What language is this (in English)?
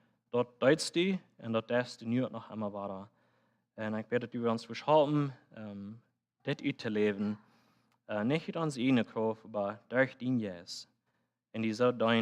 Plautdietsch